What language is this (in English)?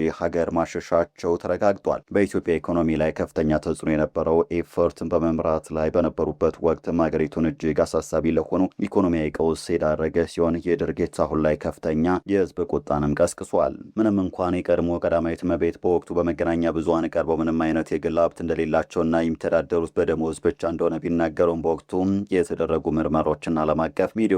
Amharic